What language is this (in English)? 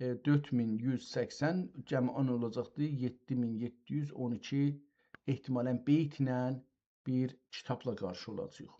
South Azerbaijani